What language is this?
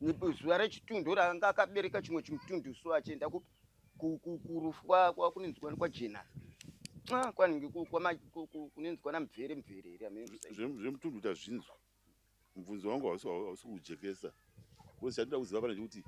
Shona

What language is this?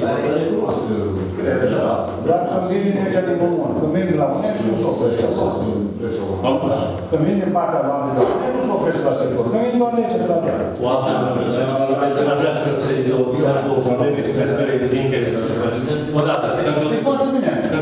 Romanian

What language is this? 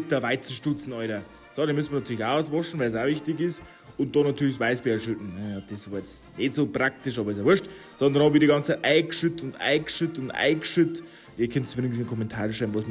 Bavarian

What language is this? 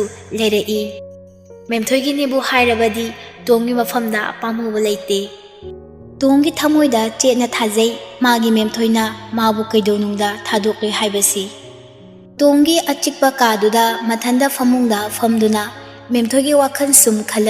Manipuri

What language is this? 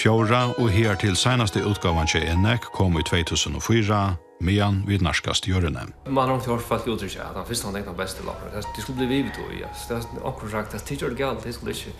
Faroese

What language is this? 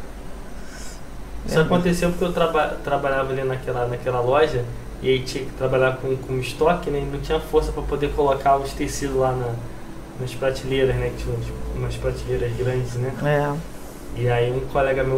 Portuguese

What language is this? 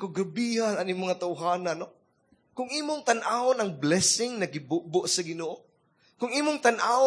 Cebuano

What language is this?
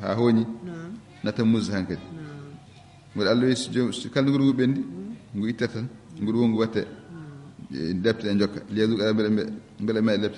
Fula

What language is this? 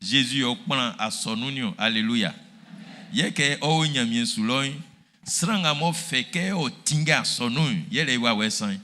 Baoulé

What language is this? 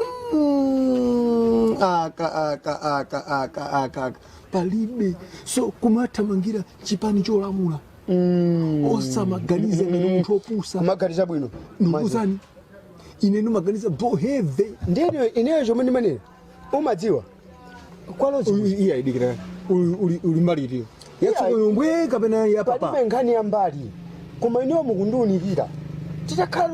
Nyanja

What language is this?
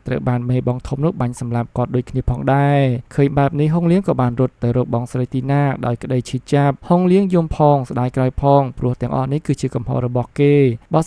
Khmer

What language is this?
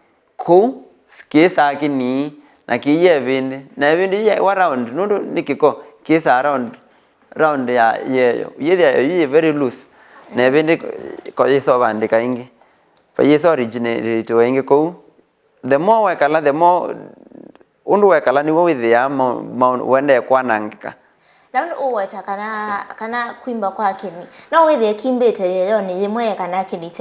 Kamba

